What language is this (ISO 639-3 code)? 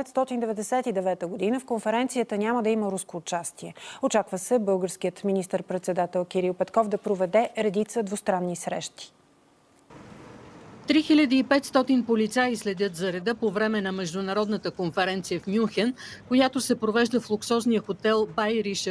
bul